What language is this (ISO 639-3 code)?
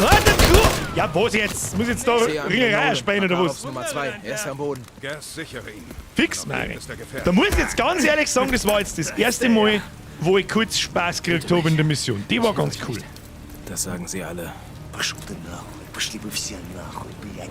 bar